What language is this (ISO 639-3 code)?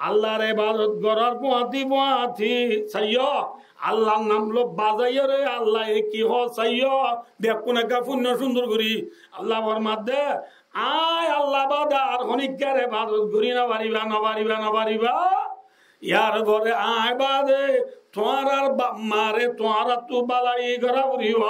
rhg